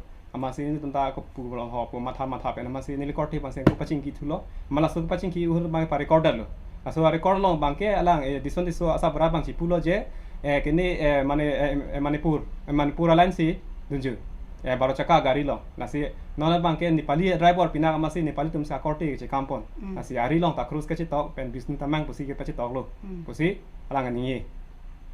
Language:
Karbi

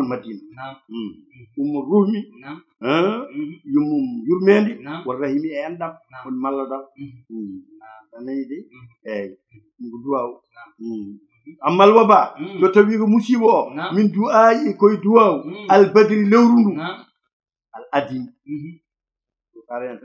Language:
Fula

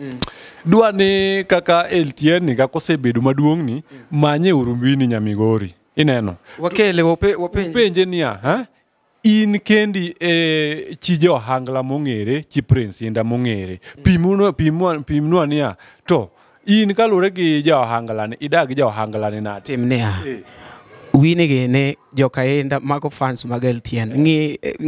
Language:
Luo (Kenya and Tanzania)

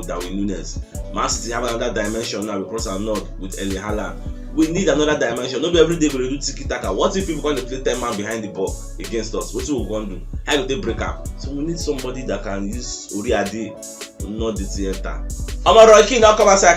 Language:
Nigerian Pidgin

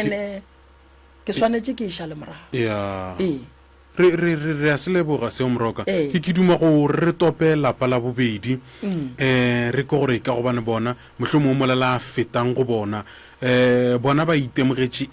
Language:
Northern Sotho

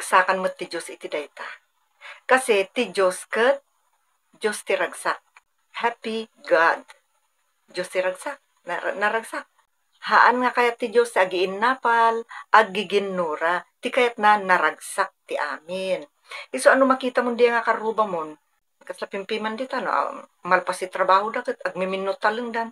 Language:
Iloko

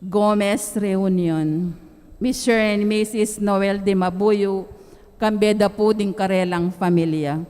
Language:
Pampanga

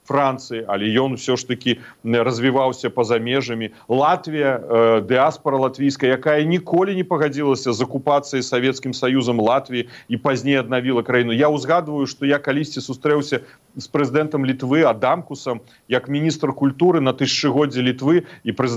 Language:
Belarusian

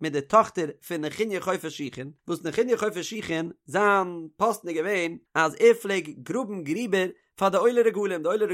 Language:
Yiddish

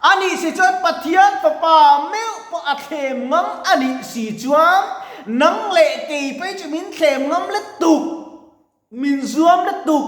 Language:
Mizo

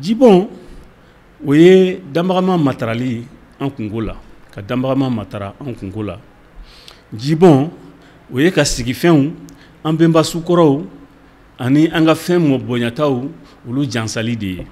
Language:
Bambara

